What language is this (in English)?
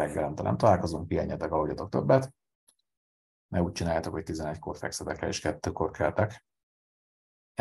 Hungarian